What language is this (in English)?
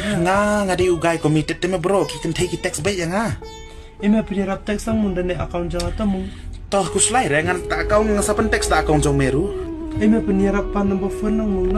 Khasi